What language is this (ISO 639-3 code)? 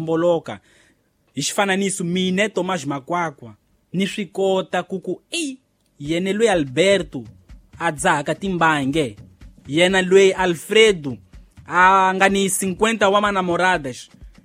tso